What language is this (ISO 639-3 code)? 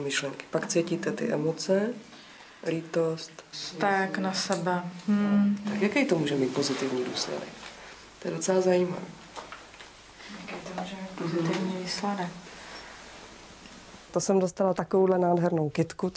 ces